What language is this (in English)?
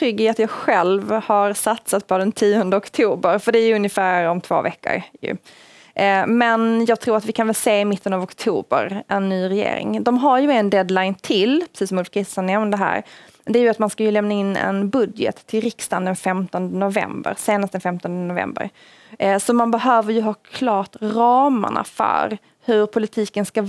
Swedish